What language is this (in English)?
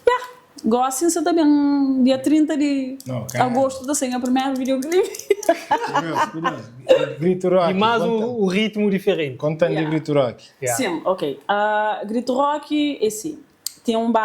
Kabuverdianu